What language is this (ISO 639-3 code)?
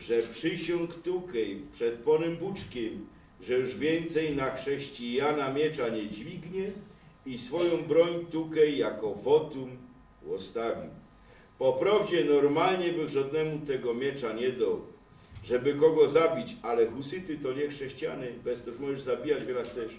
szl